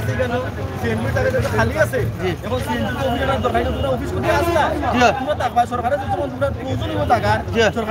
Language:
Sylheti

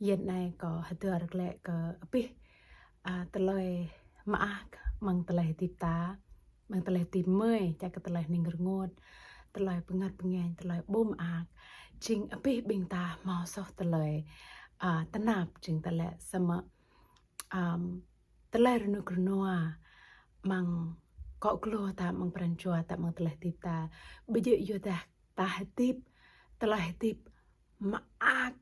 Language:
Jarai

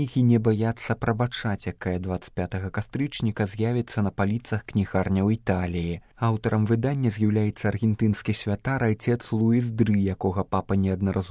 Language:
Belarusian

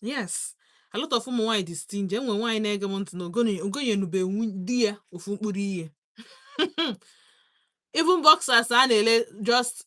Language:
Igbo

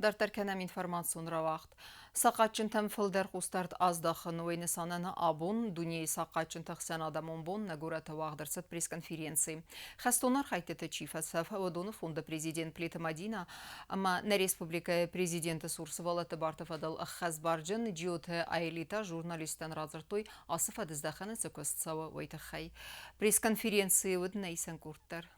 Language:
Ossetic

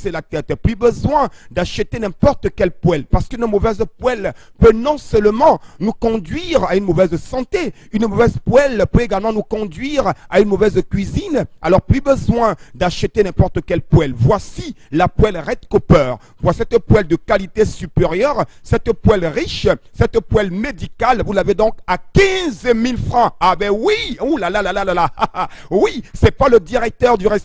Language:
French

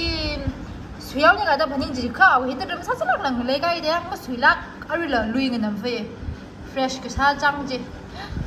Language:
Tangkhul Naga (India)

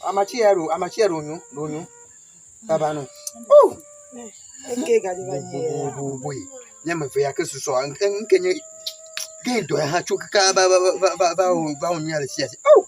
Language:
Ewe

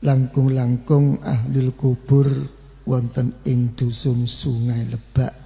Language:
Javanese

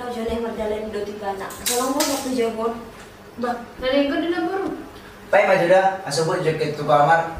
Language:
Batak Toba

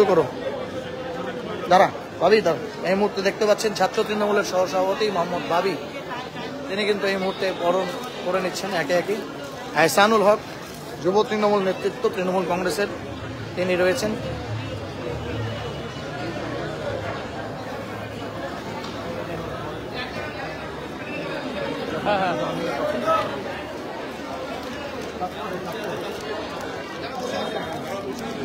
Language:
Bangla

